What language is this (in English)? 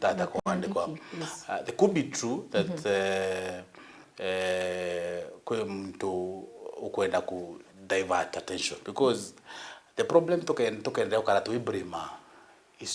Meru